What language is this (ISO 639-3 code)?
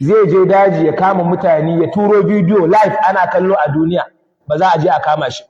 hau